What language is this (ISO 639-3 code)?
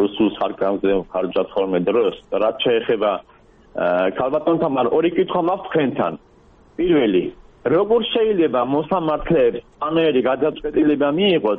kat